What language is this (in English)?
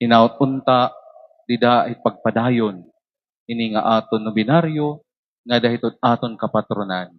Waray